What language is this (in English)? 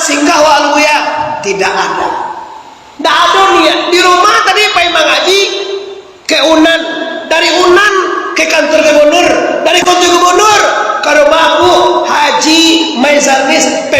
Minangkabau